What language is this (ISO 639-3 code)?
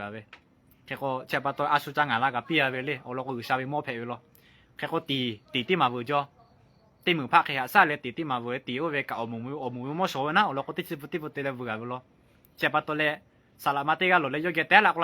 lhu